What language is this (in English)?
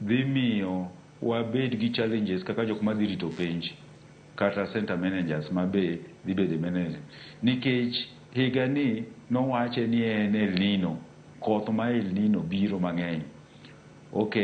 Luo (Kenya and Tanzania)